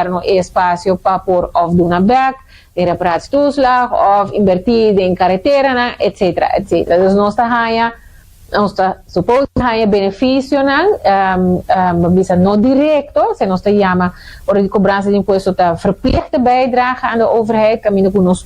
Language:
Papiamento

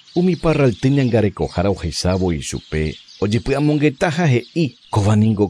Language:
Guarani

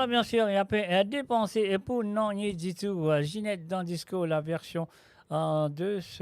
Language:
Morisyen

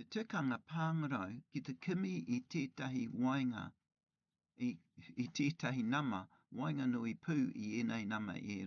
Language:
Māori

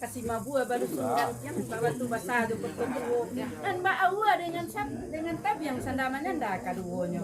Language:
Minangkabau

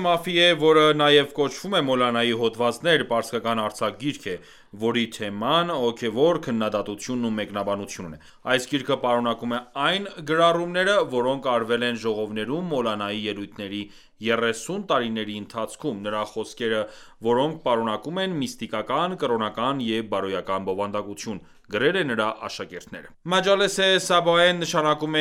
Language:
Armenian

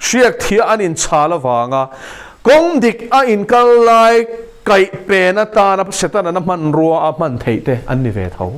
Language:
Mizo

